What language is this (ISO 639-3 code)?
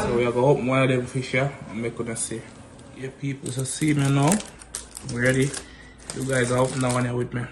jam